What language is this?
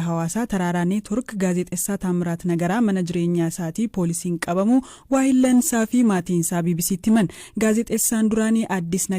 Oromo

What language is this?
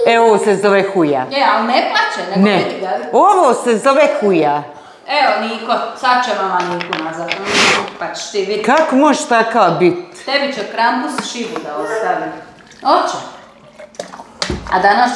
Croatian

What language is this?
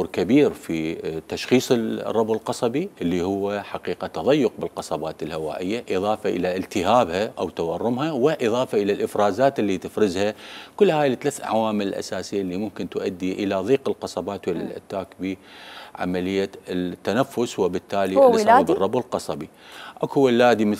Mesopotamian Arabic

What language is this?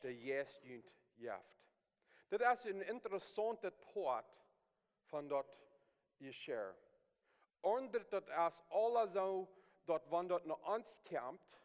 Plautdietsch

